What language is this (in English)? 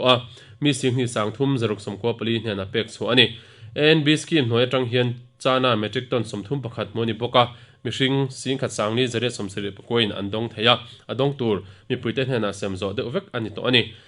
Mizo